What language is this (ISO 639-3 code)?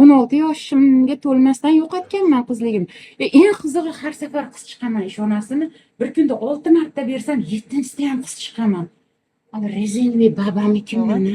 uzb